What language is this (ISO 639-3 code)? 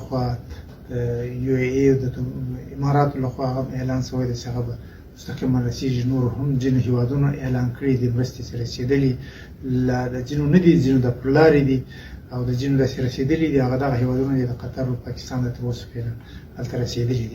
pus